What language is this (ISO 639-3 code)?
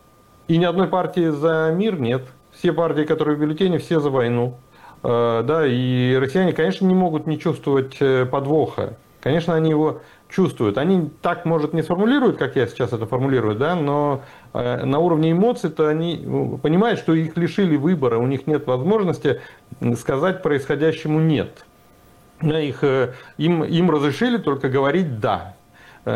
rus